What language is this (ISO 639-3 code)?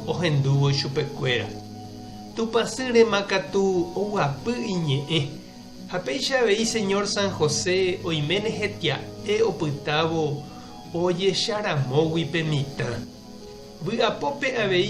grn